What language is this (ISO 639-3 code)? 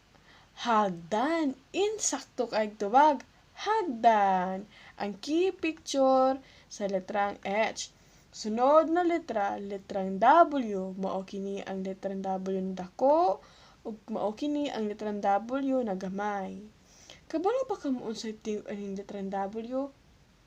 ceb